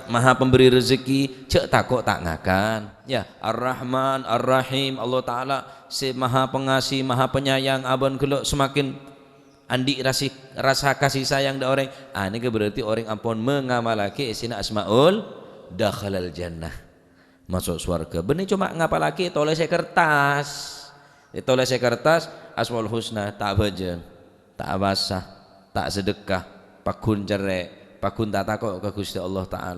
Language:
Madurese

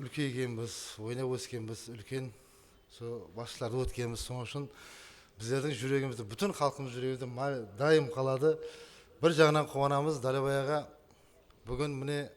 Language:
Kara-Kalpak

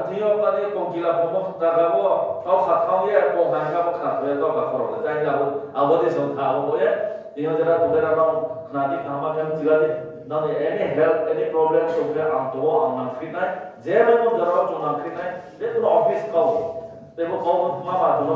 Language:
Riang (India)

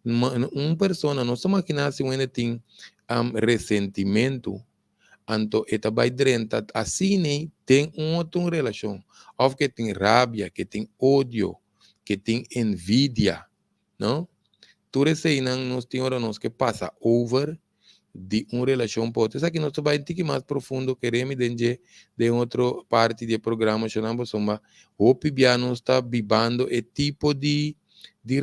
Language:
Papiamento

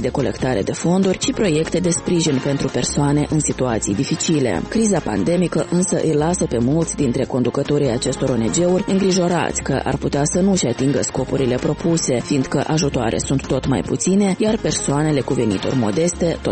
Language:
Romanian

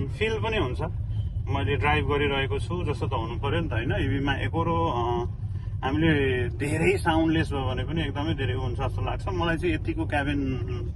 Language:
Nepali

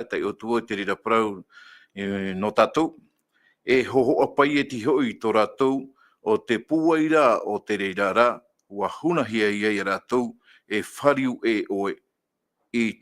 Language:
Tahitian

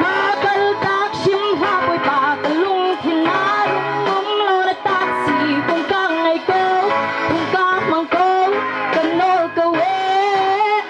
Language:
Hakha Chin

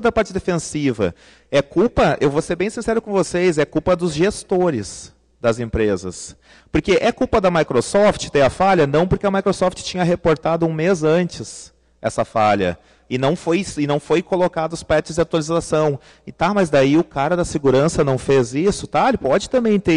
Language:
Portuguese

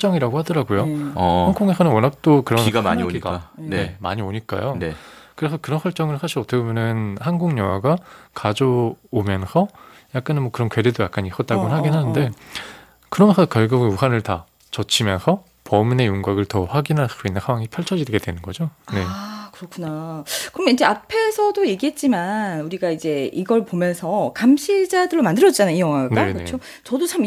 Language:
Korean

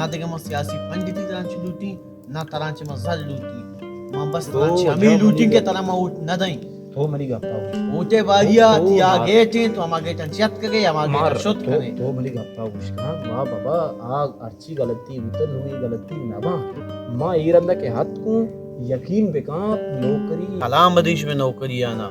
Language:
Baluchi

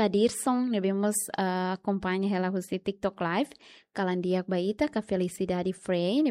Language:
Tetum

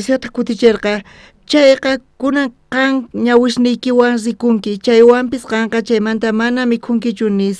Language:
South Bolivian Quechua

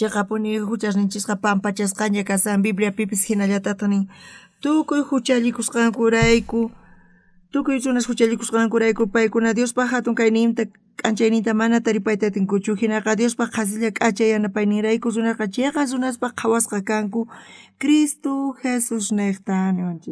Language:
South Bolivian Quechua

